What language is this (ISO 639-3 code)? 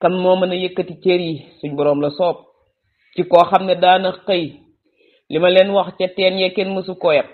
wol